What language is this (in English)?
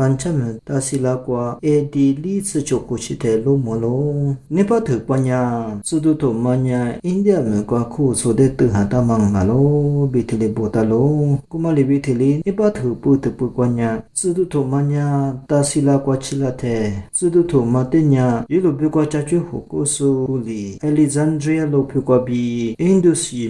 Lisu